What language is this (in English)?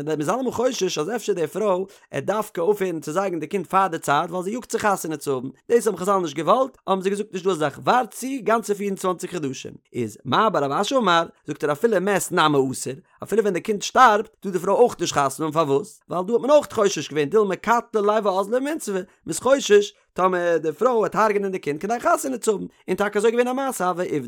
Yiddish